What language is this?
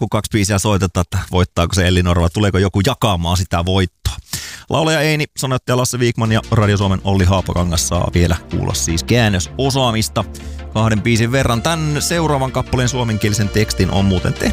Finnish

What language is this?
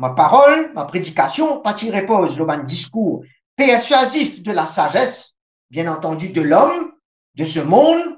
Morisyen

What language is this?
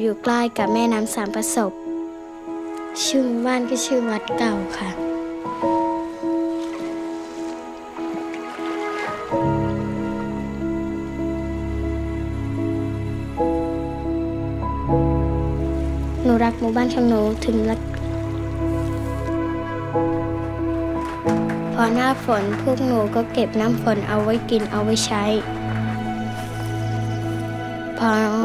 Thai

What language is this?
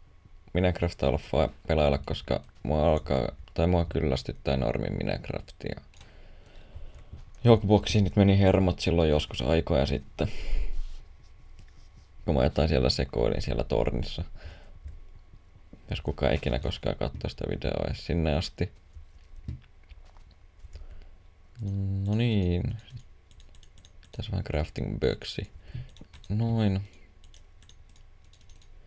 Finnish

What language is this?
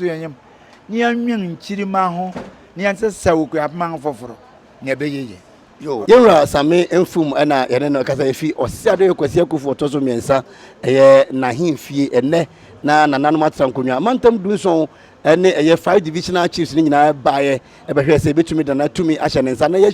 Akan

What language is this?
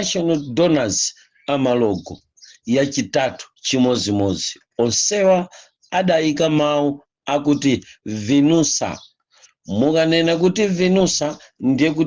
Nyanja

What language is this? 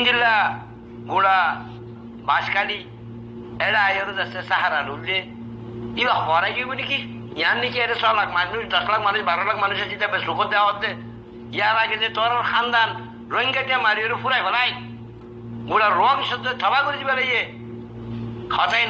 Rohingya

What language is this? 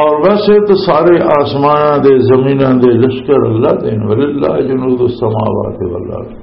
Western Panjabi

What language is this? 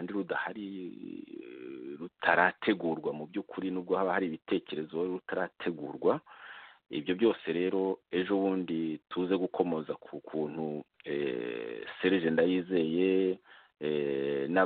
Kinyarwanda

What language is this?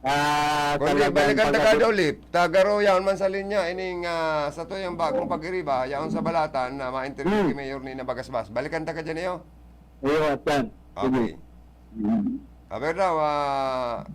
Bikol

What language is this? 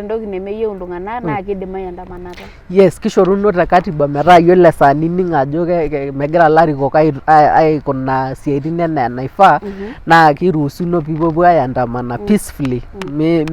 Masai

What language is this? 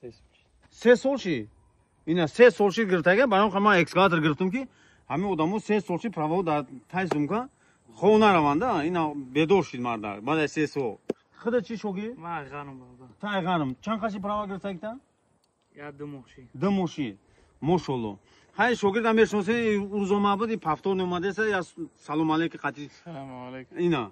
Tajik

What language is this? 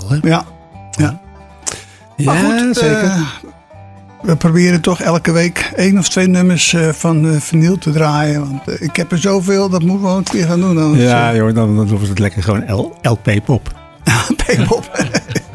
Dutch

